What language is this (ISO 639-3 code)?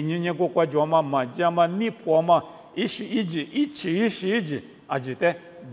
lis